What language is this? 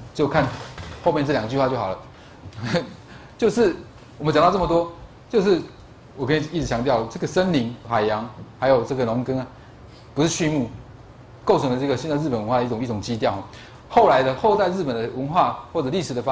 Chinese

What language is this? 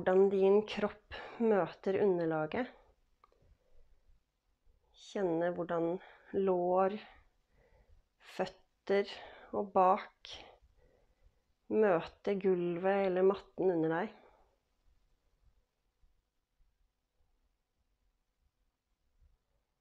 Norwegian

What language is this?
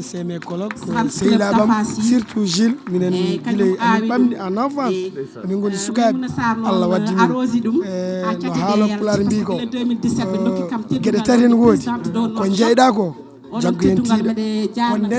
Fula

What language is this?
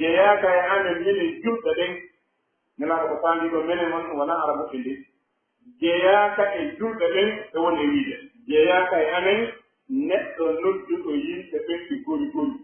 Pular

